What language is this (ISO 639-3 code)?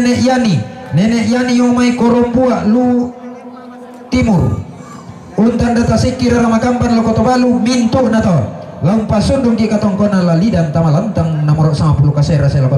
sda